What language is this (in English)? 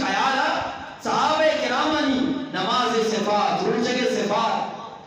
Eastern Balochi